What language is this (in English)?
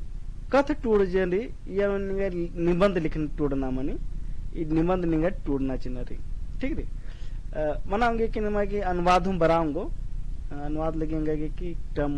Kurukh